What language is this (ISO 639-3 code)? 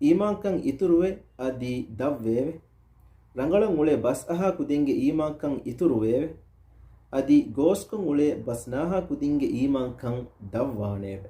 div